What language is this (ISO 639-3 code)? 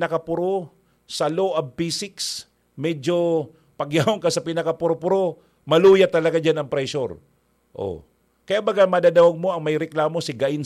bik